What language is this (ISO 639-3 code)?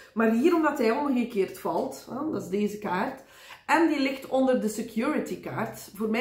nld